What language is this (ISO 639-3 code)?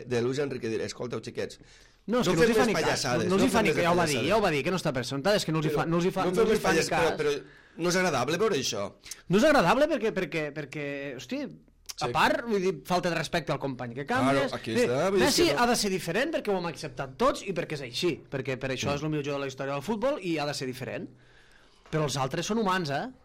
cat